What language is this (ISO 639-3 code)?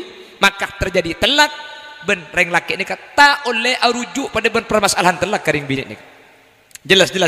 mad